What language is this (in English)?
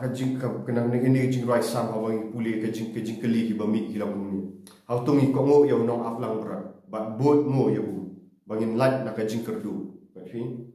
Khasi